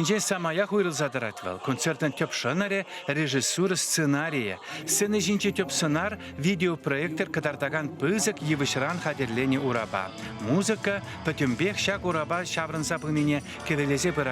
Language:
Chuvash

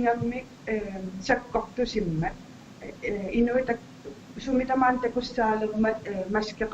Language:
Kalaallisut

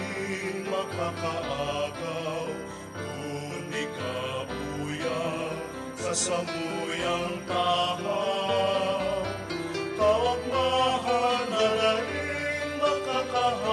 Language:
Bikol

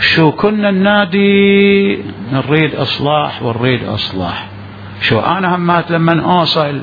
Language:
Mesopotamian Arabic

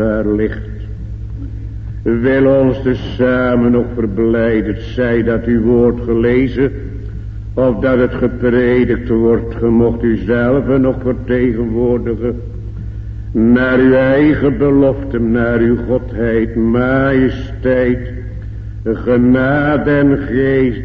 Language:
Dutch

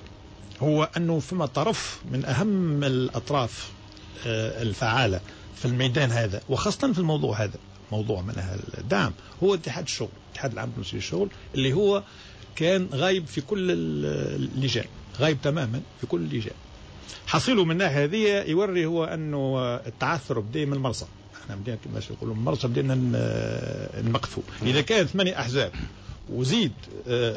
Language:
Tunisian Arabic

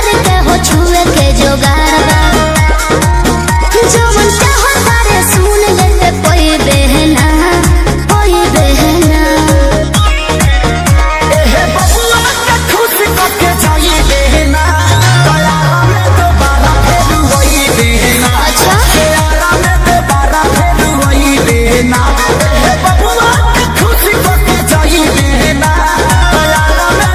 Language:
Bhojpuri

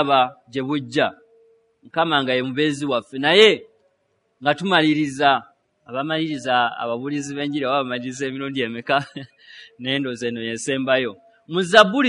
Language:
Ganda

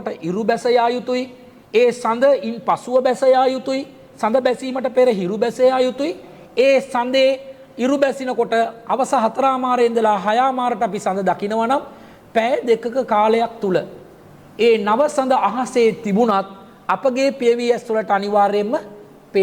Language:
Sinhala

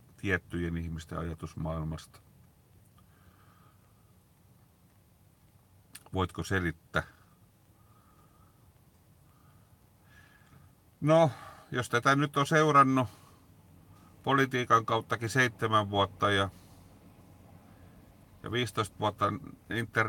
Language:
Finnish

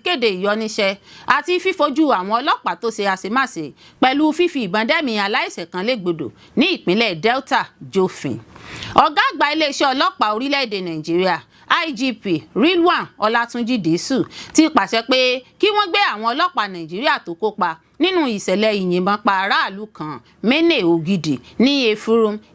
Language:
Yoruba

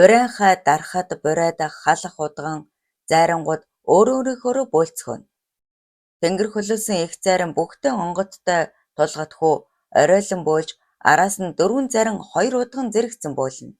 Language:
Mongolian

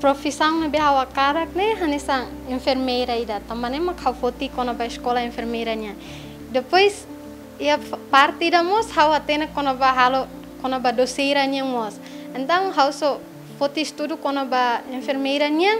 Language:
Tetum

